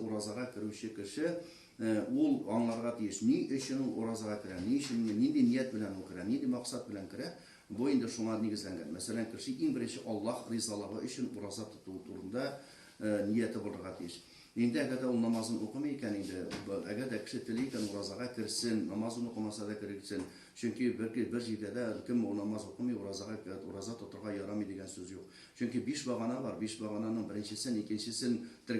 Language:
Tatar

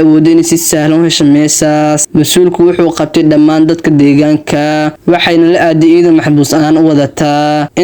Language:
Somali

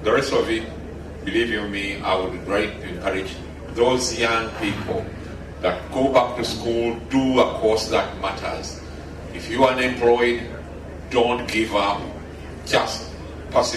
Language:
Nyankole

